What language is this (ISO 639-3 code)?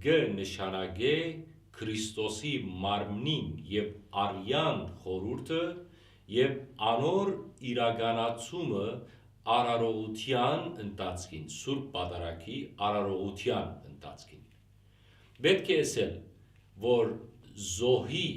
hyw